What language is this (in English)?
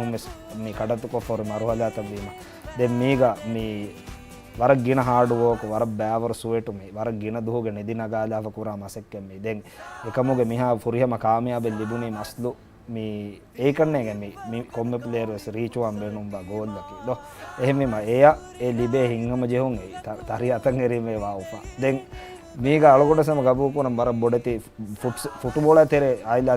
Divehi